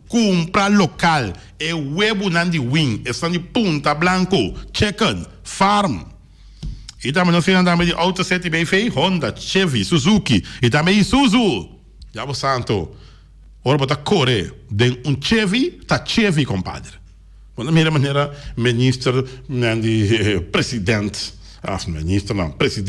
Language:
Papiamento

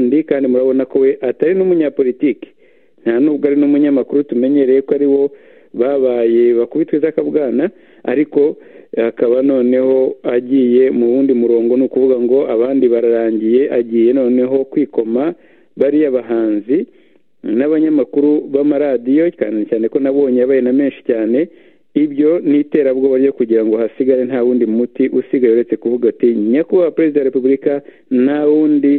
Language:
Kinyarwanda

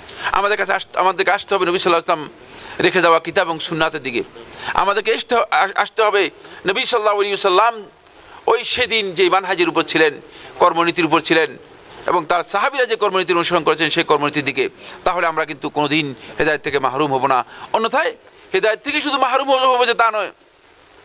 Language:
Bangla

